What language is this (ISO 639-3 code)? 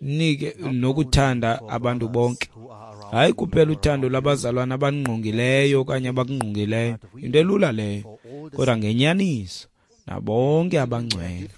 xho